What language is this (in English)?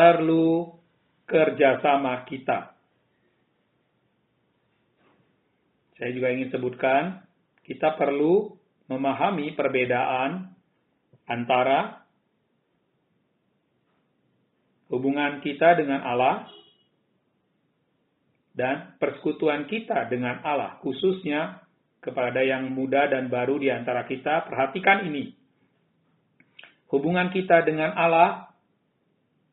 Indonesian